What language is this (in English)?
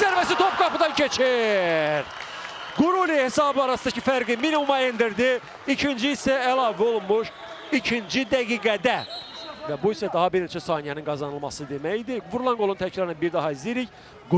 Azerbaijani